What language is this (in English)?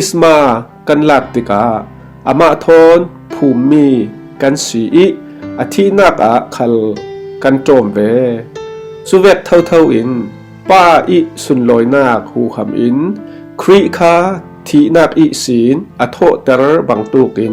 Falam Chin